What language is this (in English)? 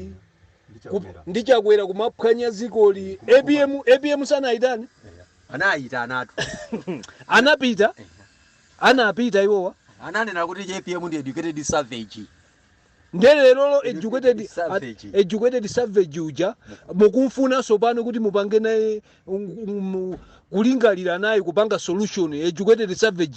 Nyanja